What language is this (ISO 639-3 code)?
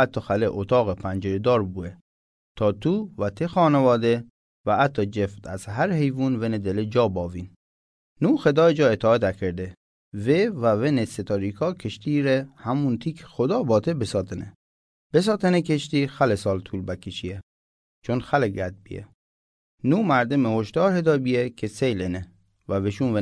mzn